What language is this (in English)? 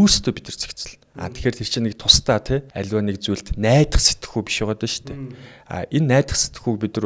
Mongolian